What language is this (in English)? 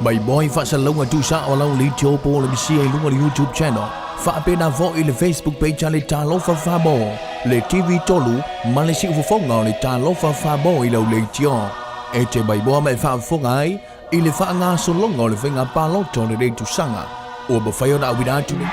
Samoan